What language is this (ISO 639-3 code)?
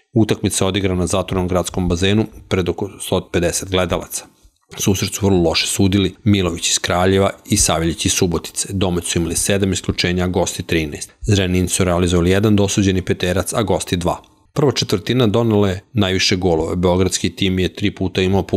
srp